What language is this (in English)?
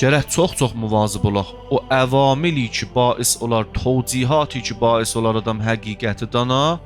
South Azerbaijani